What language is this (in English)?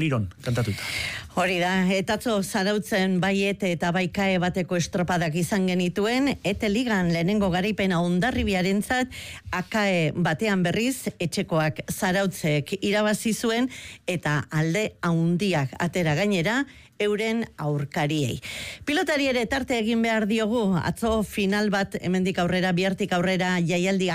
Basque